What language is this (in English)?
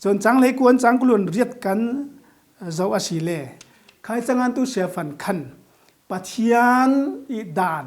Falam Chin